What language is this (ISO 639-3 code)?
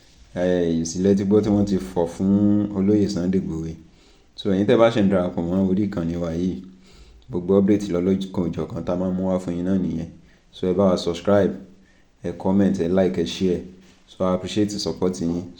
yor